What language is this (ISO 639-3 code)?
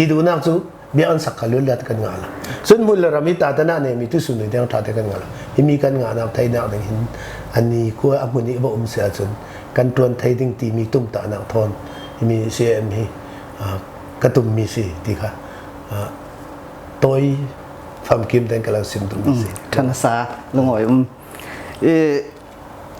cfm